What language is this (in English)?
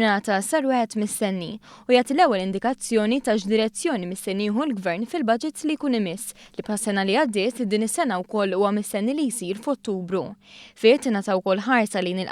Maltese